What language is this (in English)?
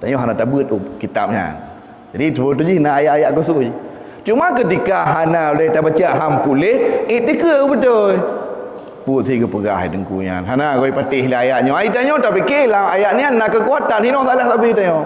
Achinese